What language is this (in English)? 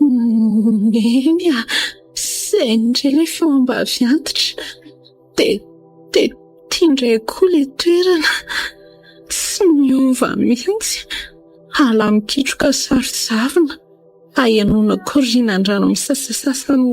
Malagasy